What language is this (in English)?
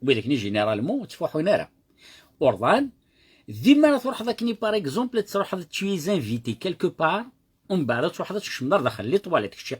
Kabyle